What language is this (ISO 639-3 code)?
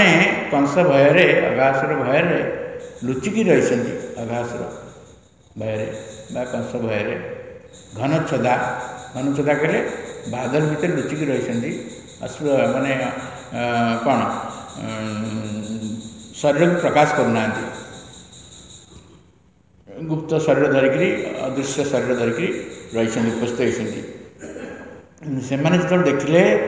ori